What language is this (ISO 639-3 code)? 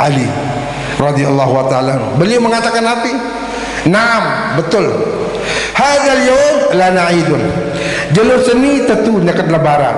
sas